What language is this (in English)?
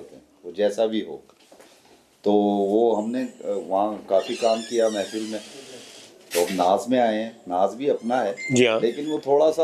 Punjabi